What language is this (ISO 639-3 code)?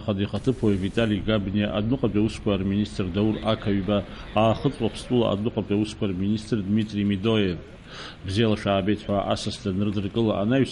abk